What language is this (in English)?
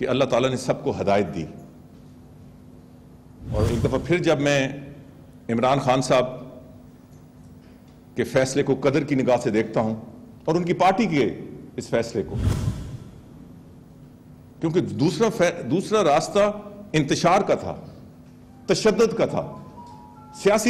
Urdu